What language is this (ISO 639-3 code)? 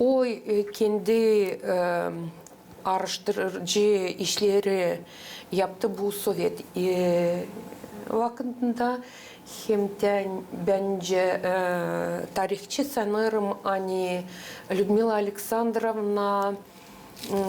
gag